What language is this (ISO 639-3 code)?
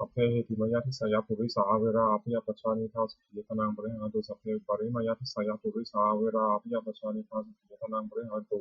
pli